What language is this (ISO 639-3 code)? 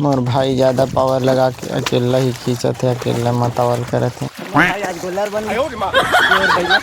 hne